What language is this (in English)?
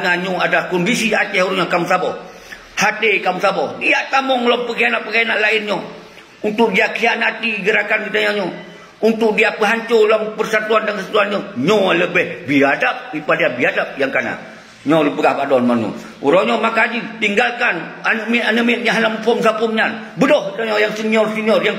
Achinese